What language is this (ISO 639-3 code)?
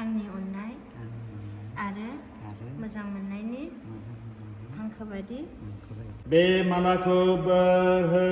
brx